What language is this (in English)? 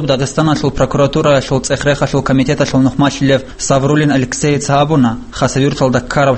Avaric